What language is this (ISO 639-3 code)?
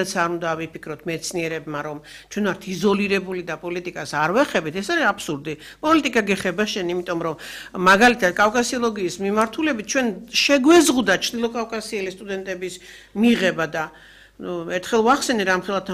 kat